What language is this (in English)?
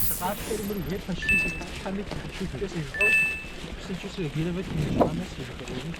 Kabardian